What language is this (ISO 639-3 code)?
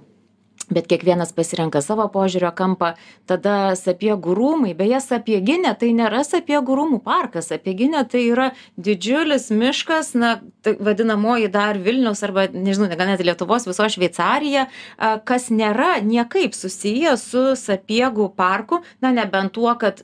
lit